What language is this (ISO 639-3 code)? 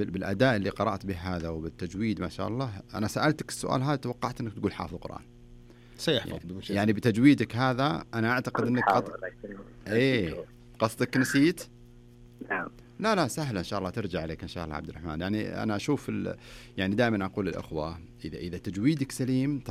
ars